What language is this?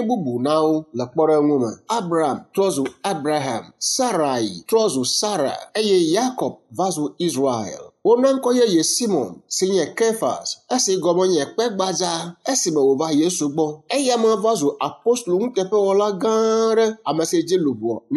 Ewe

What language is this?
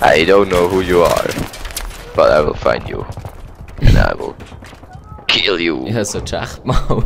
Swiss German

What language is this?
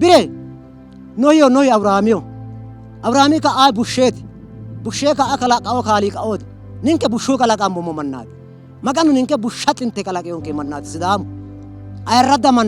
Sidamo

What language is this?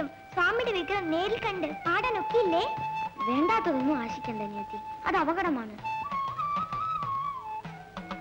Malayalam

